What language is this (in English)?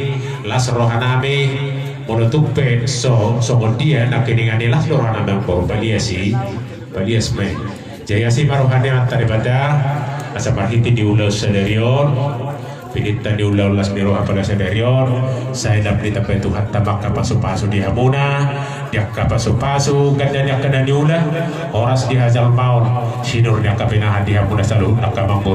Batak Toba